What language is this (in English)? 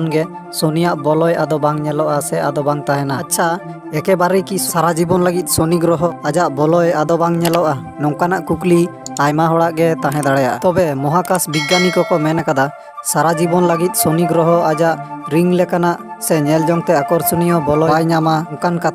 Santali